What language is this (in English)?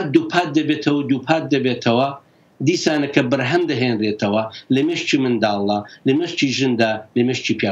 Central Kurdish